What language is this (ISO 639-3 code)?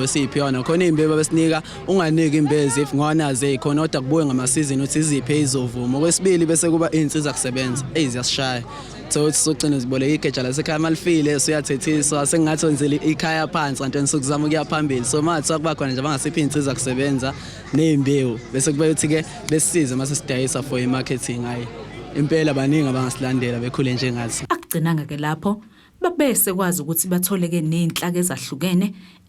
zul